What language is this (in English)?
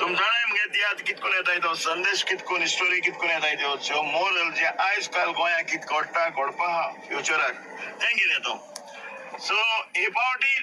Konkani